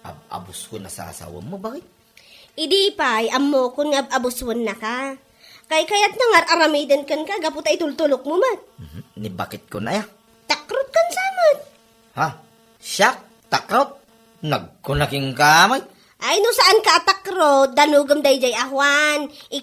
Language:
Iloko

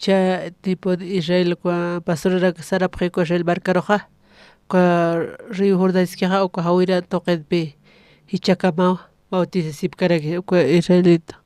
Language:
Aymara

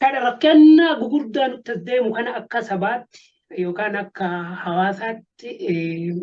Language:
Oromo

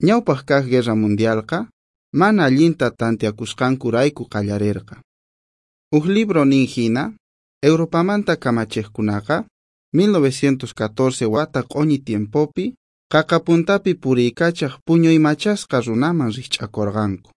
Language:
South Bolivian Quechua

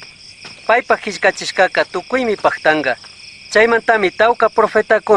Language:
Chimborazo Highland Quichua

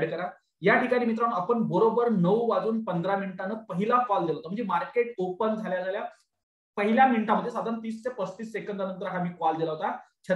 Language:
Marathi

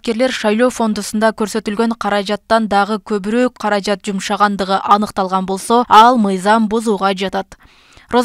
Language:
Kyrgyz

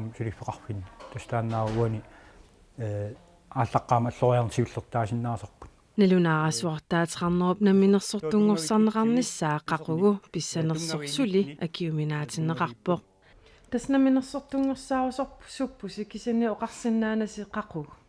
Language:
Kalaallisut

